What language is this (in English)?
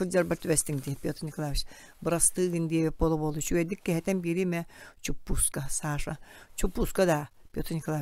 Yakut